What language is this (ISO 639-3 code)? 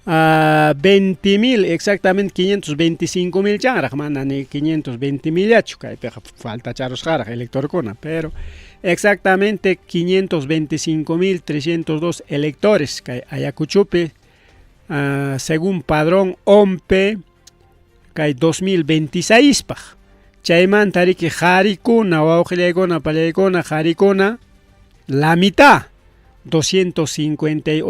quy